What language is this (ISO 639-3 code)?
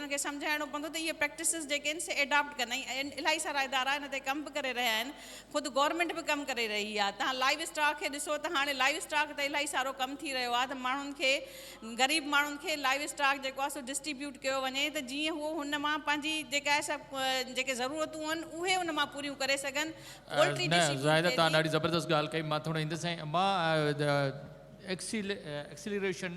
snd